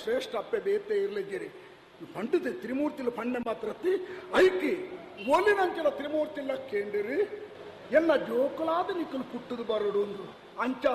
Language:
Tulu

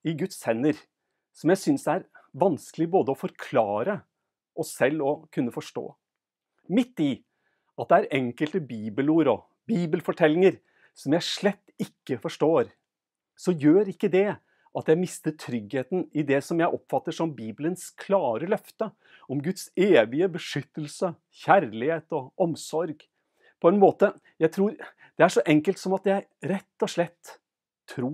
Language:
Norwegian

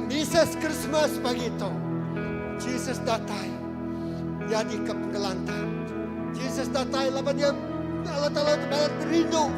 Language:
Iban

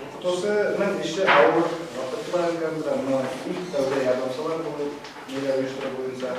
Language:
Bashkir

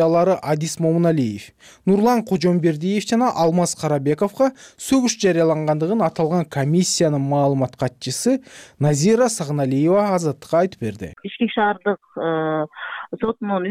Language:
Kyrgyz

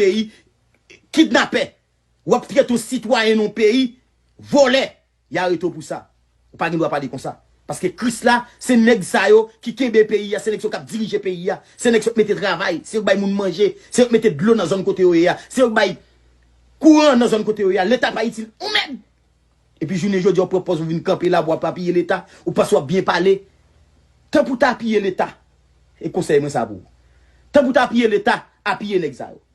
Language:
Haitian Creole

